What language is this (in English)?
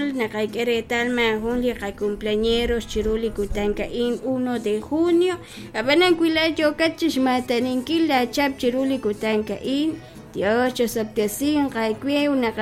Kekchí